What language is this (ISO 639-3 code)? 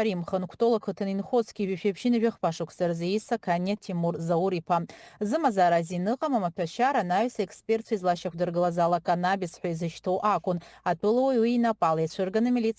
abk